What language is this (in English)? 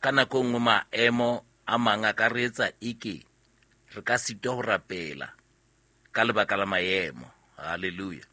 Southern Sotho